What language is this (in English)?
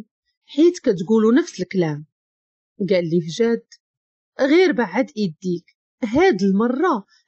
Moroccan Arabic